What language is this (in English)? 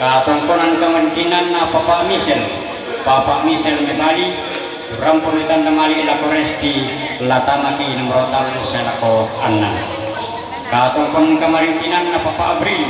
Toraja-Sa'dan